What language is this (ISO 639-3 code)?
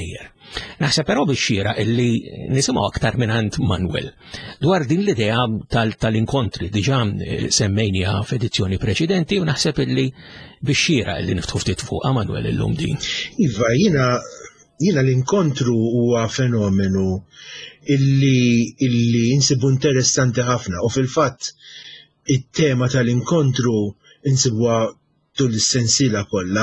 mlt